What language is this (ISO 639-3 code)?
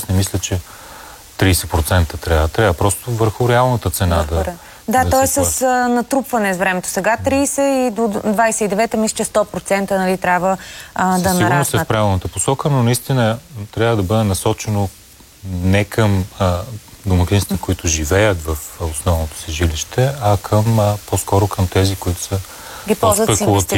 bul